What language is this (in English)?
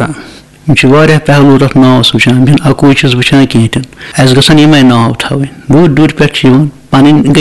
Kashmiri